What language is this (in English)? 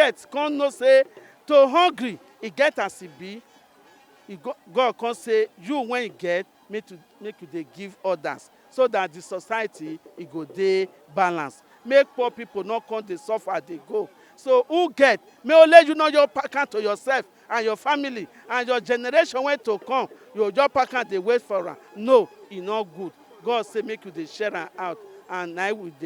Nigerian Pidgin